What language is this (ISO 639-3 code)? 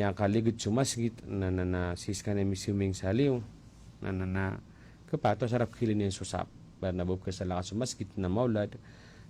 mrw